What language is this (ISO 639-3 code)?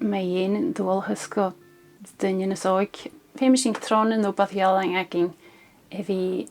gla